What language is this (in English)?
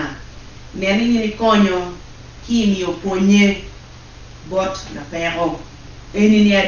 Acoli